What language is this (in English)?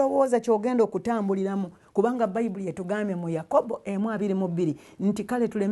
Ganda